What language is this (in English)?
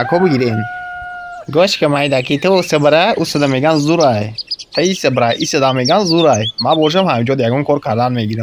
Tajik